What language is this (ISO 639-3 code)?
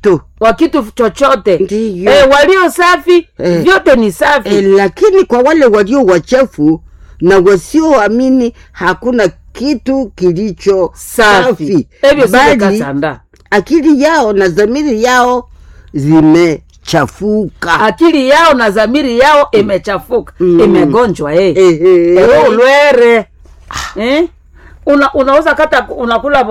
swa